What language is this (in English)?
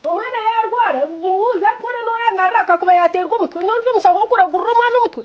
Nyankole